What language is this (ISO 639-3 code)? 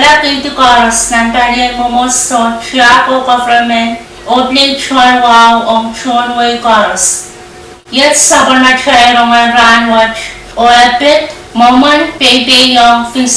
pon